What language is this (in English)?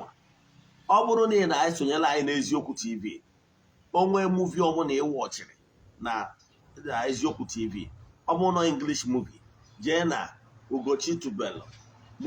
Igbo